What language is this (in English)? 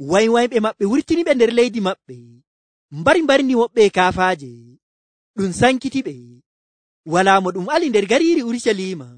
Nigerian Fulfulde